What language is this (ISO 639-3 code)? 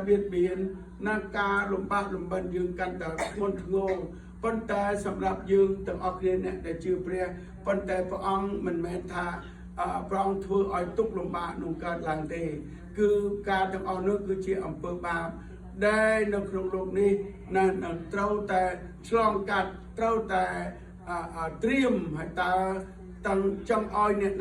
khm